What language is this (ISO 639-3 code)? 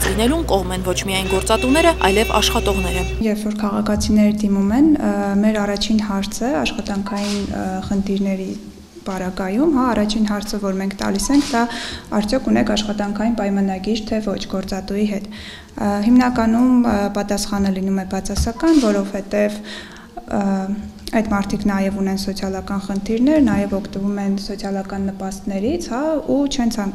hye